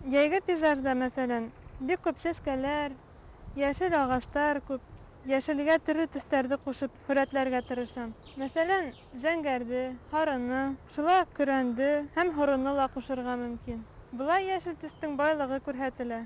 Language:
Bashkir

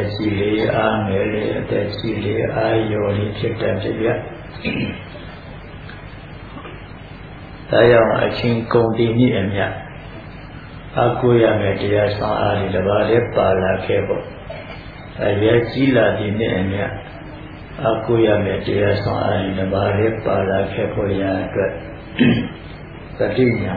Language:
Burmese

